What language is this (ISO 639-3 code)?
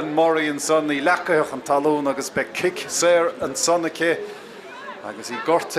gle